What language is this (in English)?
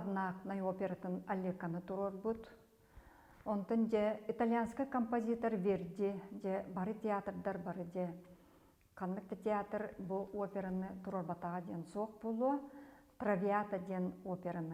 Yakut